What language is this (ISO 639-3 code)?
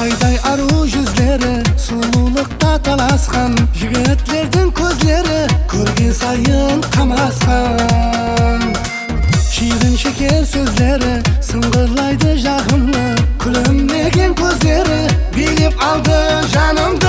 kaa